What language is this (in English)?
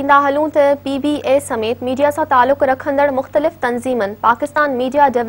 Sindhi